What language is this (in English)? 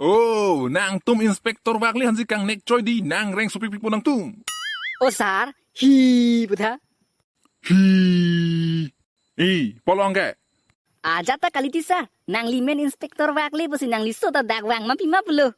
Karbi